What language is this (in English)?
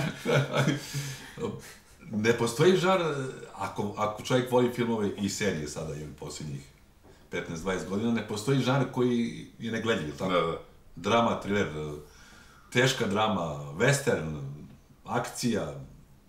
Serbian